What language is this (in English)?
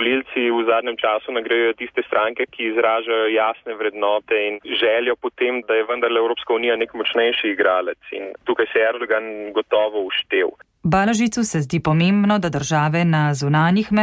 Slovenian